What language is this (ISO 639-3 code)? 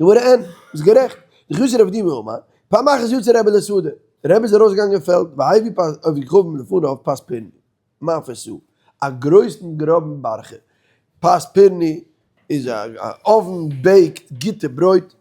yid